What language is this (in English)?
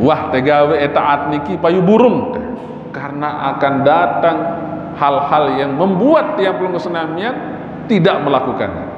Sasak